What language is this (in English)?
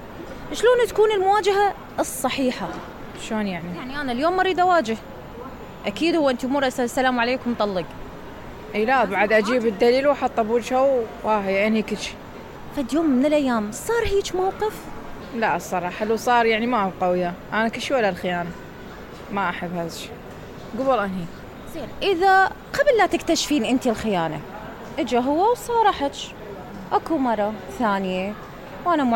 Mesopotamian Arabic